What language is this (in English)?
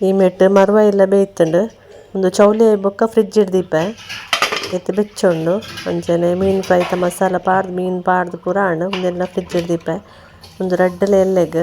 Tulu